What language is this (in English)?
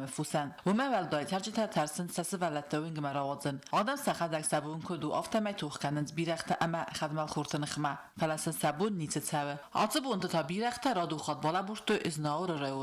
Ossetic